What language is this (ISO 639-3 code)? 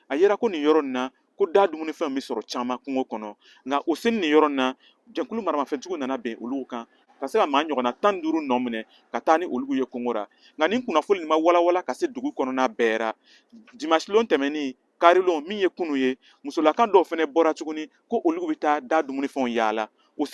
bam